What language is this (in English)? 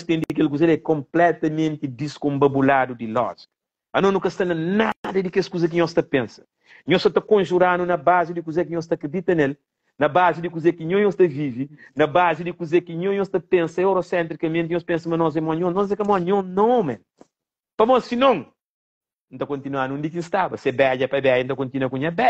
Kabuverdianu